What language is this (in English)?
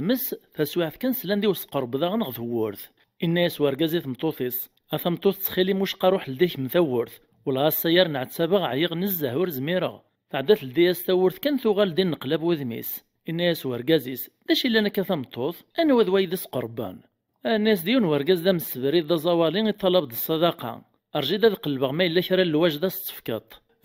Kabyle